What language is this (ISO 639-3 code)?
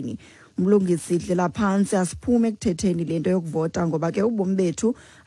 xho